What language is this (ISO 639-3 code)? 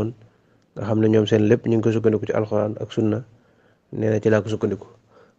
wol